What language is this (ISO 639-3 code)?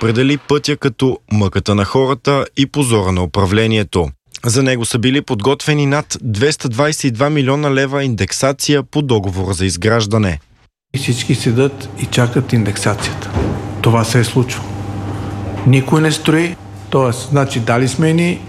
bul